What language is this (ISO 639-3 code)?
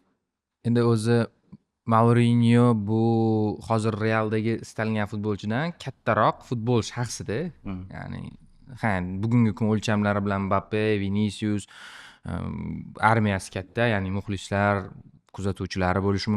uzb